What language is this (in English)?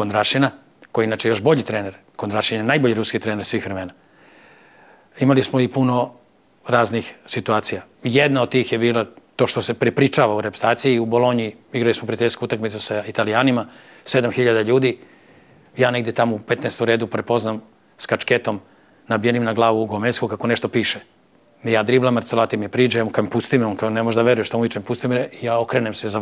Serbian